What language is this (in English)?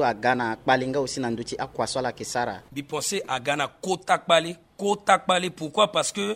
Sango